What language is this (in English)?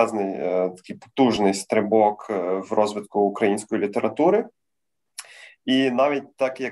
Ukrainian